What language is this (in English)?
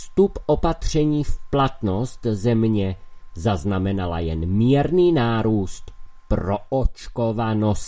Czech